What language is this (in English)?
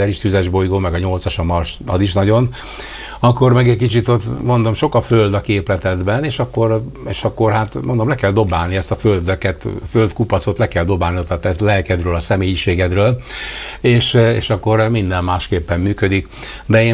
Hungarian